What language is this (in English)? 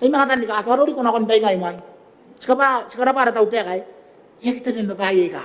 Gilbertese